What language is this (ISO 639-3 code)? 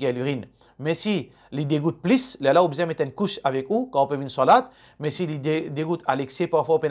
mfe